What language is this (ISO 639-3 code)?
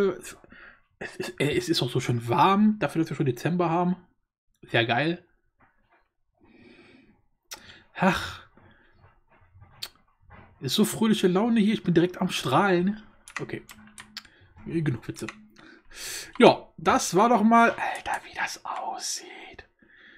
deu